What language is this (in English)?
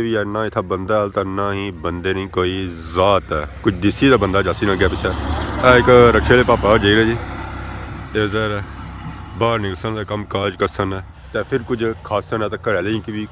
Pahari-Potwari